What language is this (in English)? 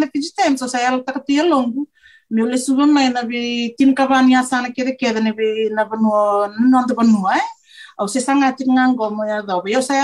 Fijian